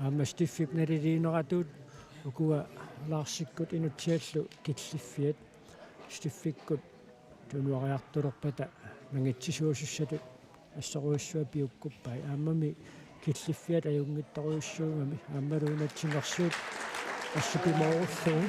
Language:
Kalaallisut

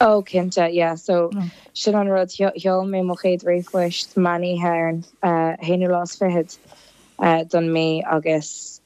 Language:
Irish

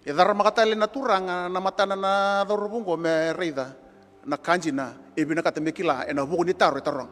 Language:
Fijian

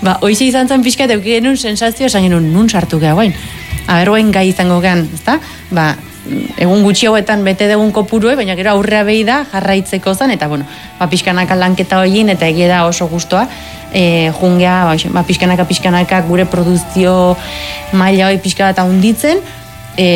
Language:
Basque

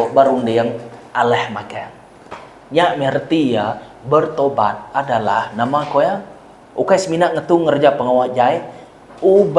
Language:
Iban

